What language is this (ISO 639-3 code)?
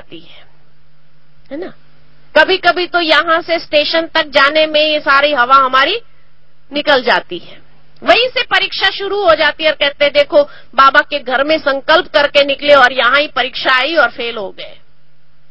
hin